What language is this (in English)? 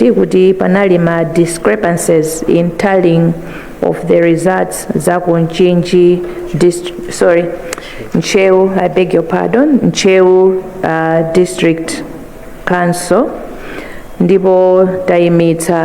Nyanja